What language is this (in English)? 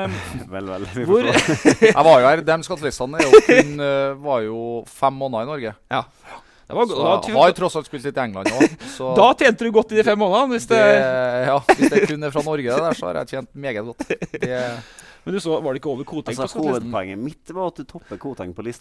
Norwegian